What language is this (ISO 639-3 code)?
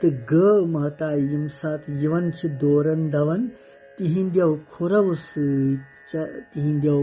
kas